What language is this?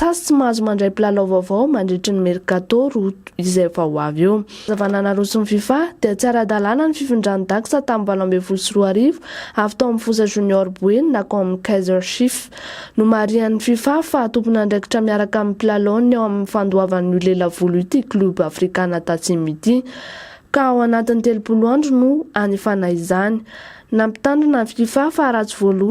Malagasy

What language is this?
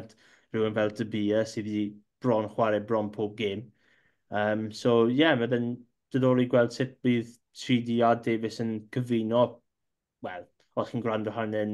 Welsh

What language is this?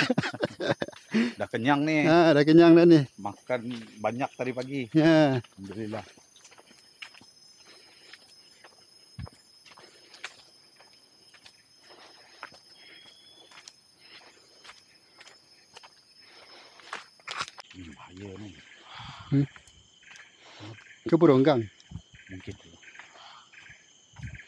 Malay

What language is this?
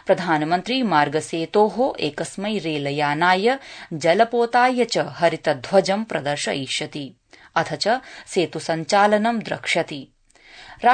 Sanskrit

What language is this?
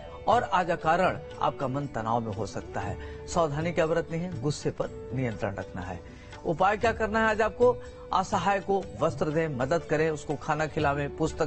Hindi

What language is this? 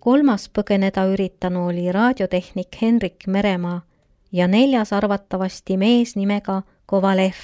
Estonian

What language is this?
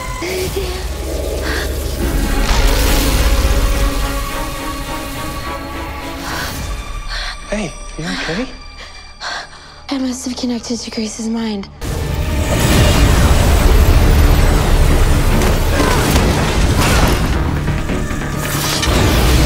English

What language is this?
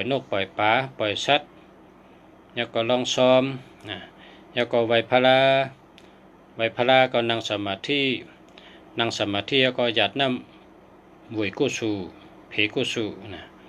Shan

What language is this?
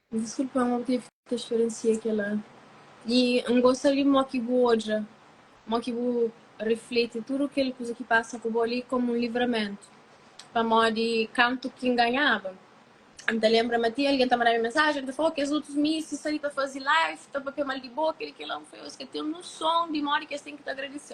Kabuverdianu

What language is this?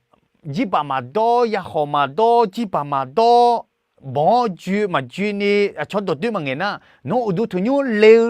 Akha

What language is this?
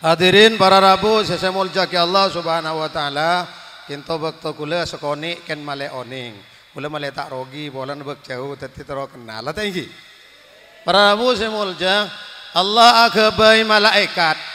Madurese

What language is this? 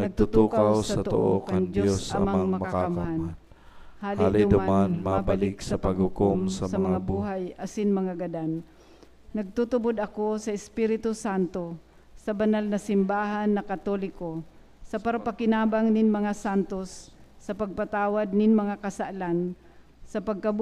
Bikol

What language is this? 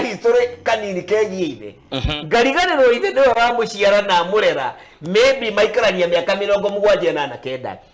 Kikuyu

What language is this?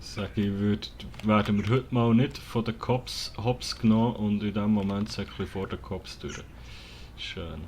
Swiss German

